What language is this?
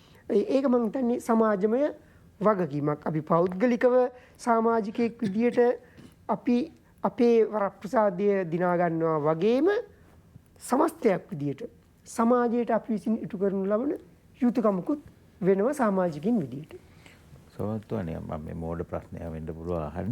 Sinhala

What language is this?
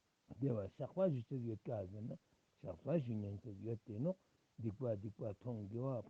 Ladakhi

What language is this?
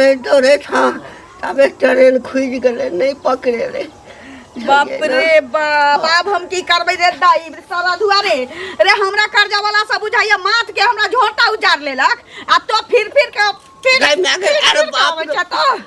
Maithili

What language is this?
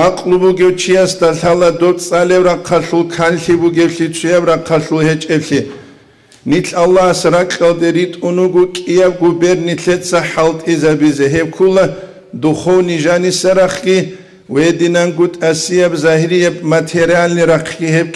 Avaric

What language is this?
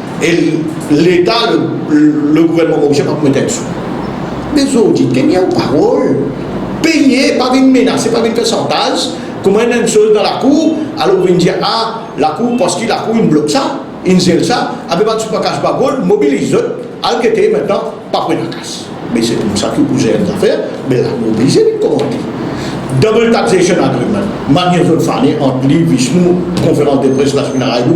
Morisyen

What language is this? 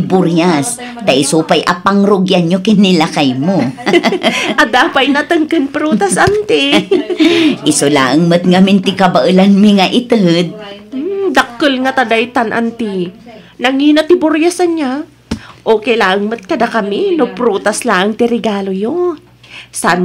Iloko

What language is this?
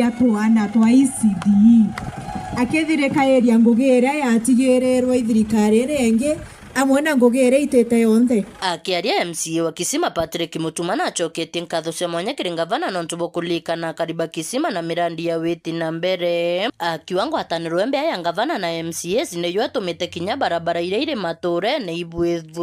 Meru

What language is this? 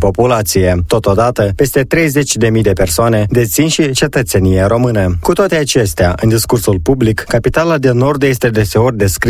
Romanian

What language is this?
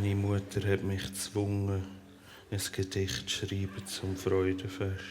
Swiss German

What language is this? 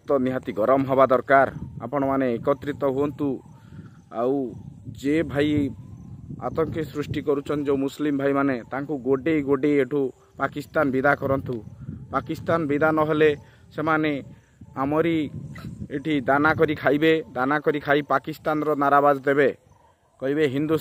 Odia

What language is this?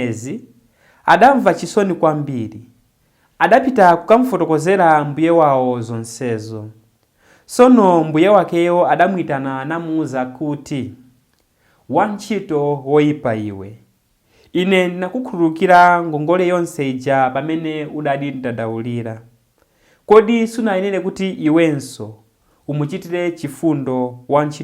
Nyanja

